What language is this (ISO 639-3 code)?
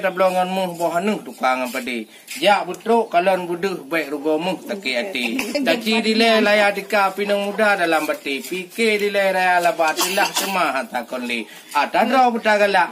ace